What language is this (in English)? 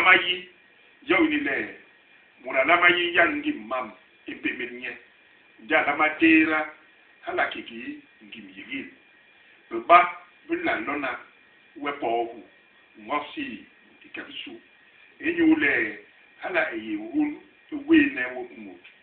Basaa